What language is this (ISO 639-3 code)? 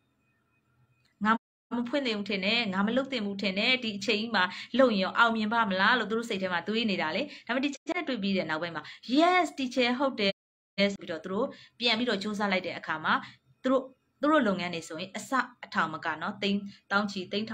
mya